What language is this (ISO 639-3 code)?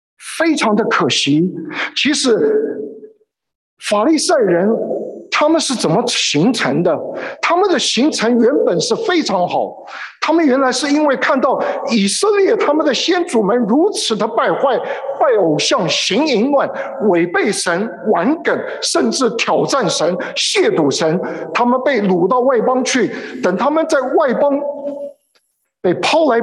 zho